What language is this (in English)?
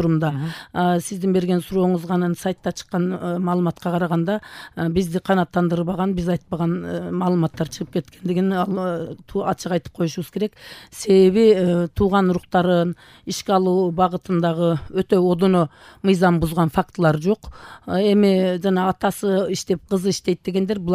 Kyrgyz